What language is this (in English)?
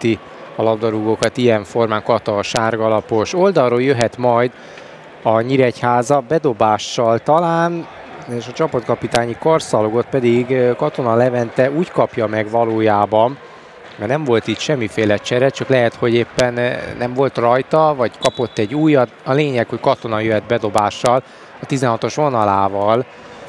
Hungarian